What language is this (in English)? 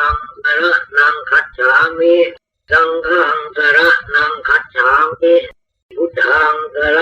Pali